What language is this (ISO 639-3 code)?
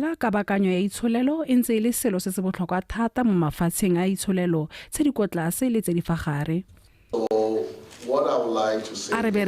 tsn